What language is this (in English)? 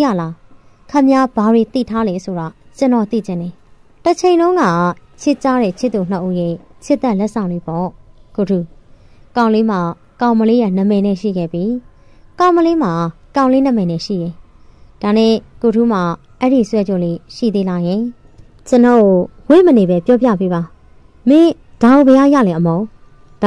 Burmese